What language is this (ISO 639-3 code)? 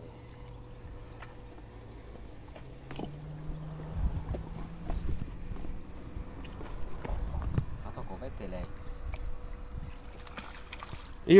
fin